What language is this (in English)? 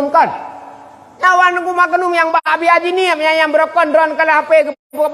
Achinese